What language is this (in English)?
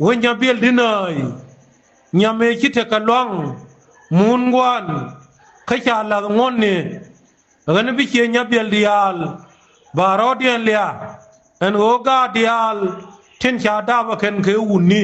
Nuer